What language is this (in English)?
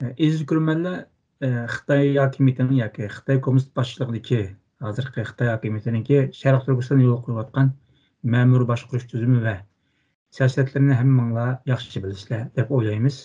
Uyghur